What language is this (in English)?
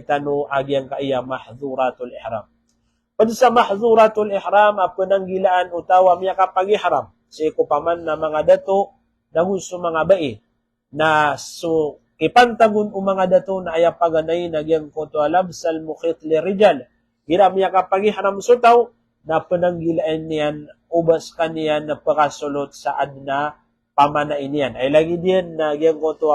Maranao